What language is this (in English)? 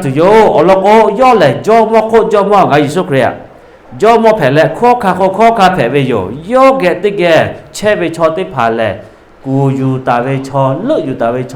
Lahu